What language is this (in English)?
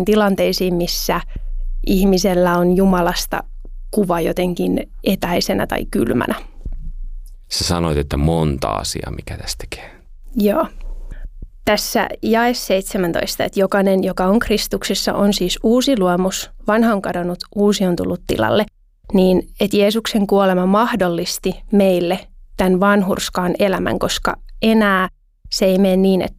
Finnish